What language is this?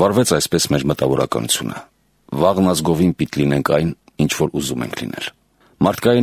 Armenian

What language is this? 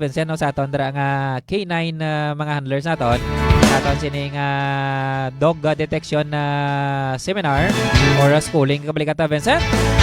Hiligaynon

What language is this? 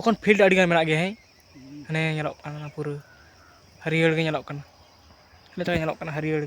Santali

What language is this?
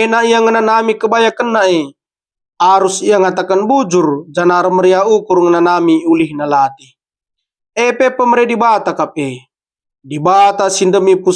Batak Karo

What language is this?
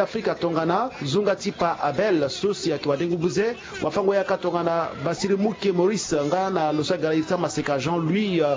Sango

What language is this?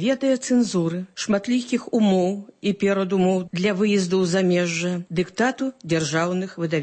Belarusian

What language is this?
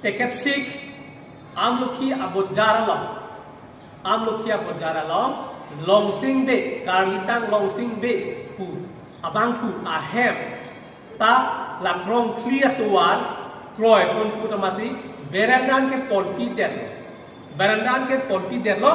Karbi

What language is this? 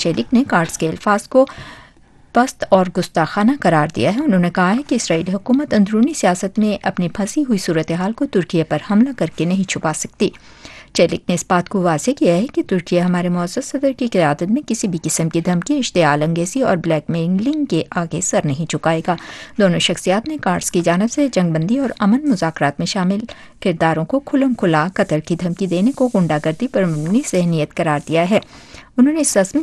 Urdu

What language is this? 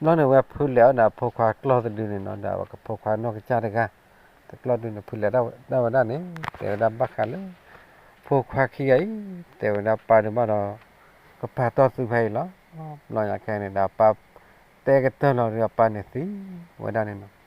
S'gaw Karen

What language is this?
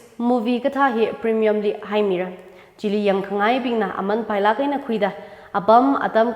Tangkhul Naga (India)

